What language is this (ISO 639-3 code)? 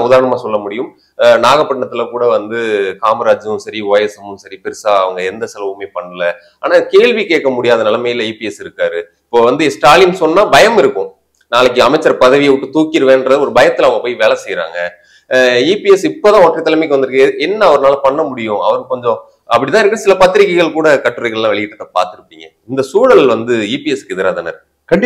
tam